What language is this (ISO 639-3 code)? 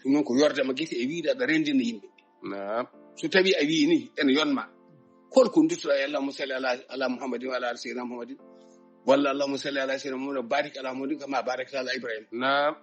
ful